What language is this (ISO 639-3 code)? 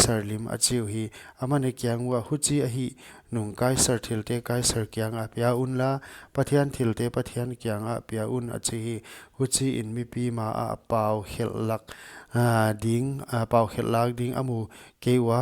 pck